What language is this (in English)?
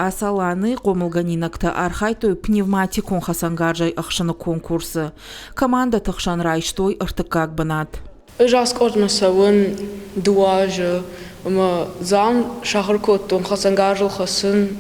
Ossetic